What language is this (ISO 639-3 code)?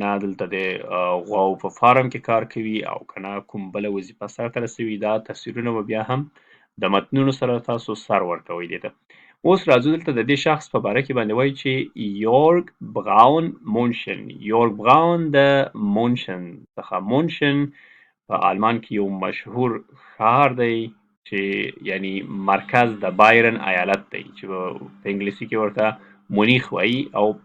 pus